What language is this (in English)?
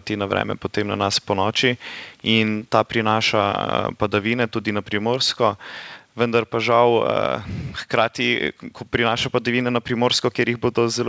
Slovenian